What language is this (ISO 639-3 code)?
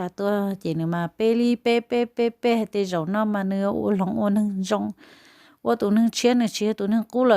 hmn